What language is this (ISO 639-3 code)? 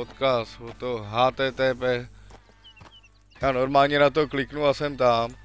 ces